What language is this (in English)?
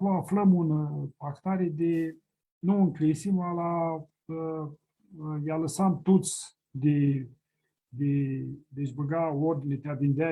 Aromanian